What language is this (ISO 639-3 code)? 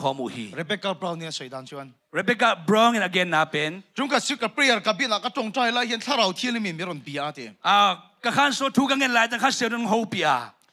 ctd